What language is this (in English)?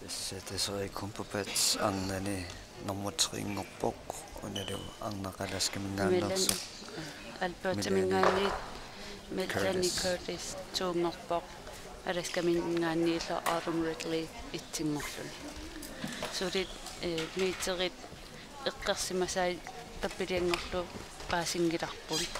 Kalaallisut